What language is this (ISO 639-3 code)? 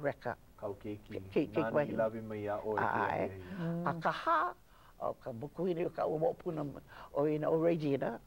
haw